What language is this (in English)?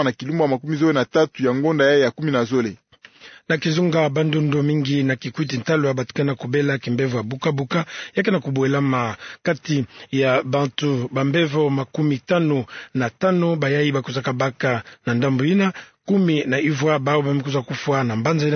Kituba (Democratic Republic of Congo)